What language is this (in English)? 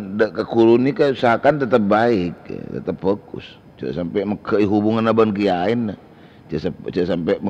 Madurese